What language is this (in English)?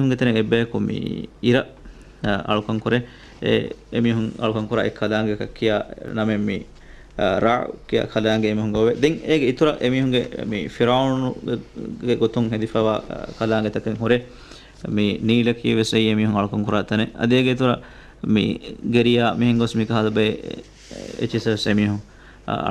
Divehi